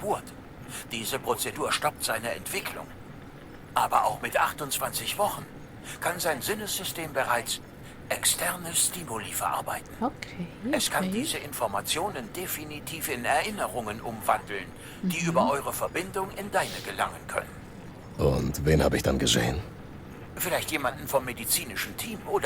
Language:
Swiss German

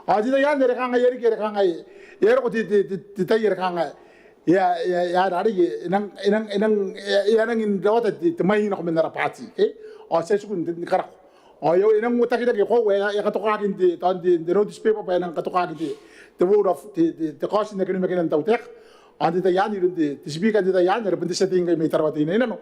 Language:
Gilbertese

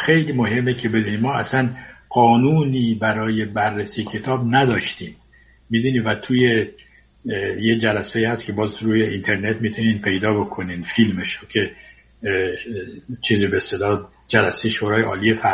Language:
Persian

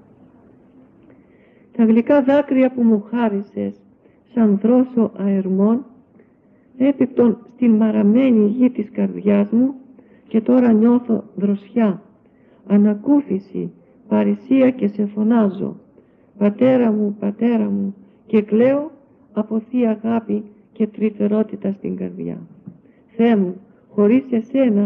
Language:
Greek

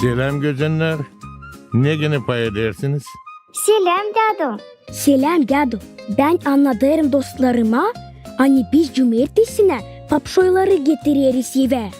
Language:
Gagauz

